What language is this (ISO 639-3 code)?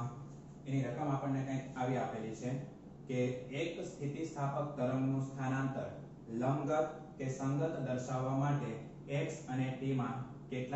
guj